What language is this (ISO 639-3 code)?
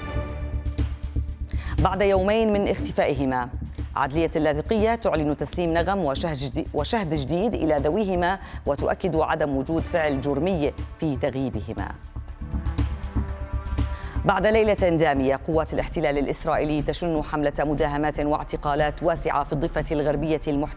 ara